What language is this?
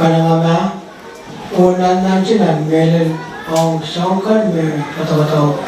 Pohnpeian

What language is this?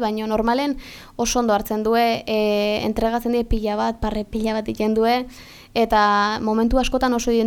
Basque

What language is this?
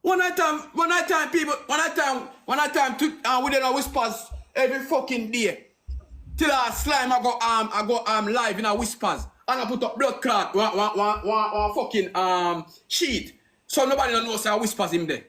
Jamaican Creole English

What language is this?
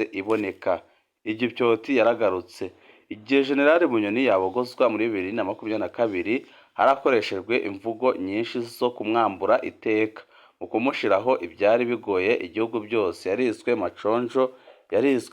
Rundi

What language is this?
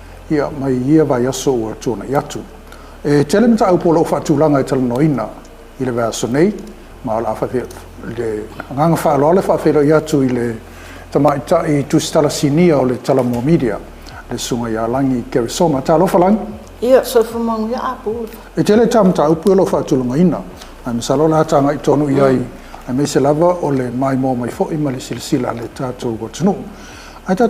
Samoan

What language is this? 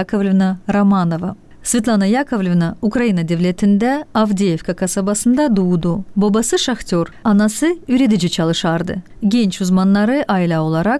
Gagauz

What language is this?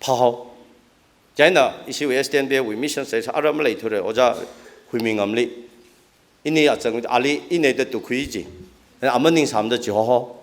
Tangkhul Naga (India)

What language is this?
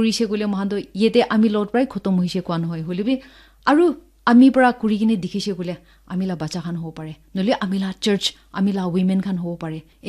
Naga Pidgin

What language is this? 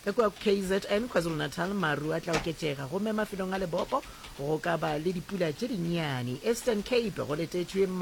Northern Sotho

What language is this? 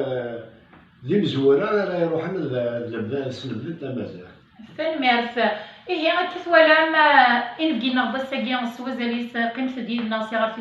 Kabyle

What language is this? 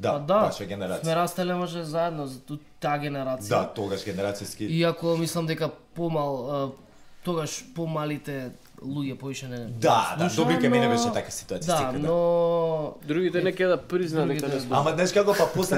Macedonian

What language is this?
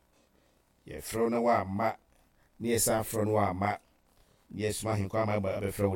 Akan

